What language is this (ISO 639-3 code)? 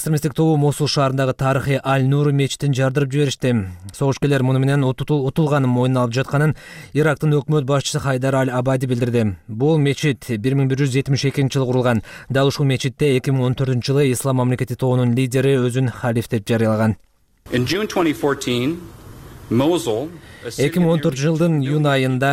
kir